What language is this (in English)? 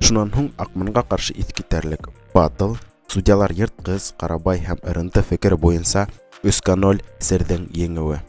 Bashkir